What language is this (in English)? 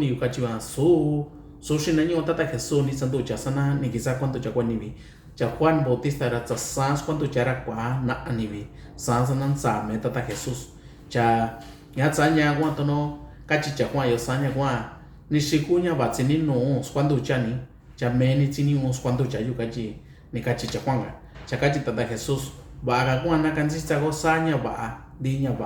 Mixtepec Mixtec